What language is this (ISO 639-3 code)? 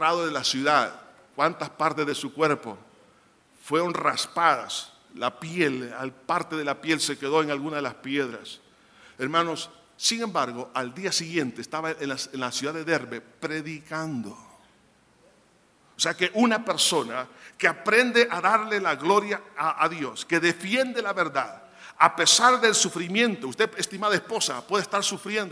spa